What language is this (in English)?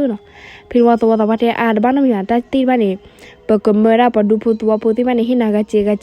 S'gaw Karen